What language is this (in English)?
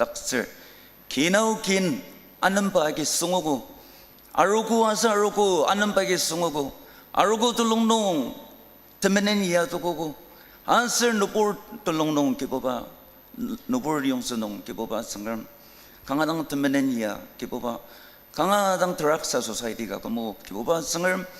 Ao Naga